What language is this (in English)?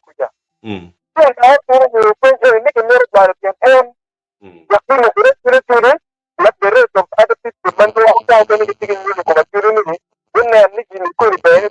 Acoli